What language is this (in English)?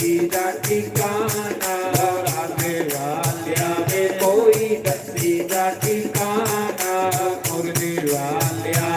Dogri